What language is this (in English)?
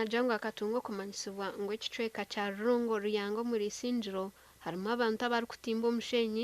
Nyankole